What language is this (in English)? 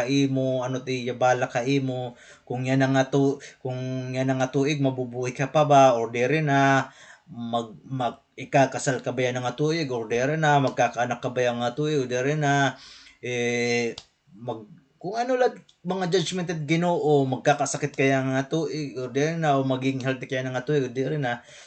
Waray